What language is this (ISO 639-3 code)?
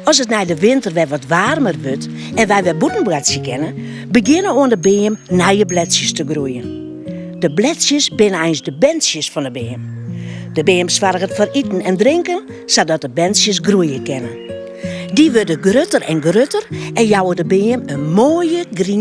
fry